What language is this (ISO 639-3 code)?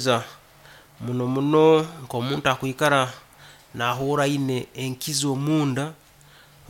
nyn